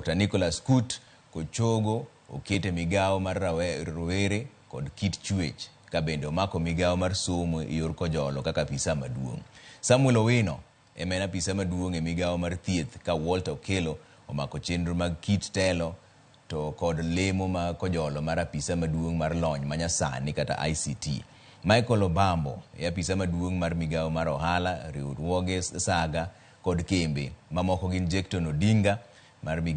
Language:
Luo (Kenya and Tanzania)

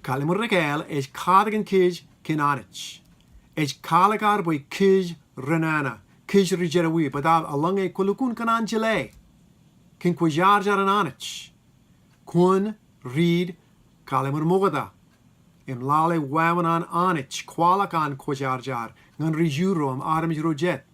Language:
Marshallese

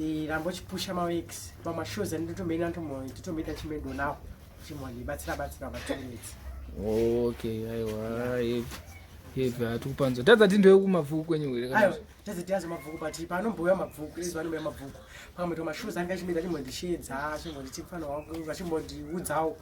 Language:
Shona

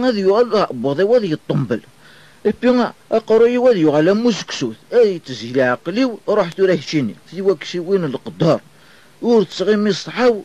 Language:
Kabyle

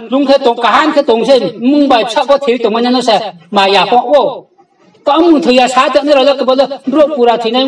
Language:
Riang (India)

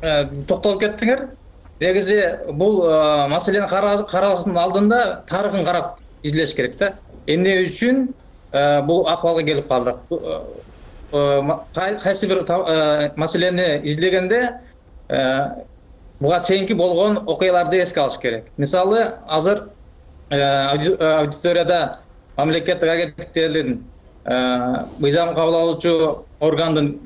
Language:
Kyrgyz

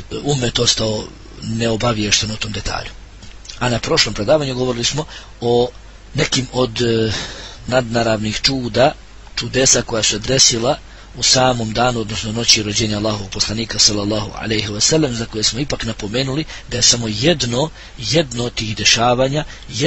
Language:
Bosnian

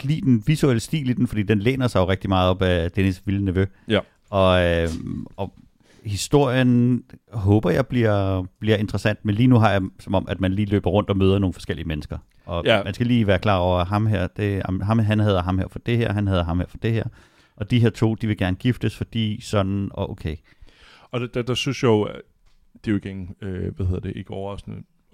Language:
Danish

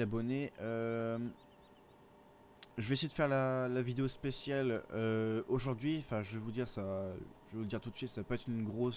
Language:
French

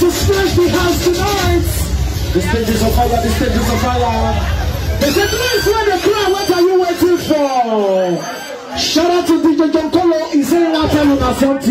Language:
Nigerian Pidgin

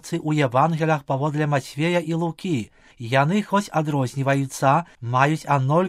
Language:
Belarusian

